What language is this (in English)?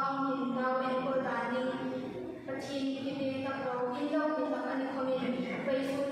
Hmar